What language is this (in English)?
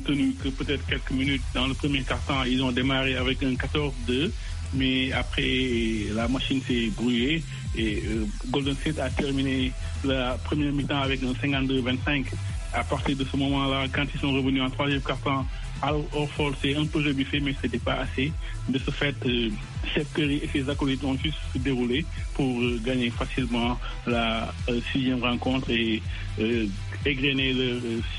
French